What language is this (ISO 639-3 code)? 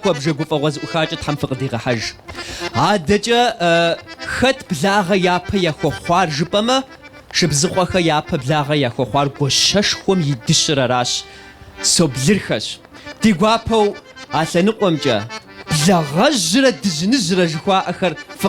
kbd